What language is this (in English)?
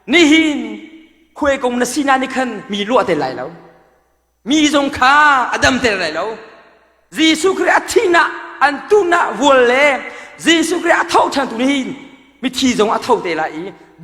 Hakha Chin